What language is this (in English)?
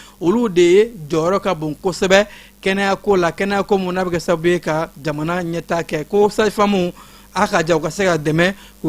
Bambara